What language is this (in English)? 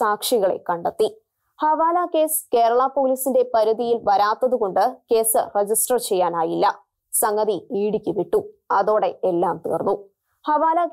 Malayalam